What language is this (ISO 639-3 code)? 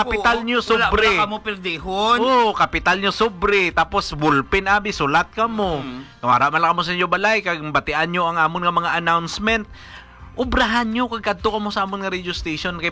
hil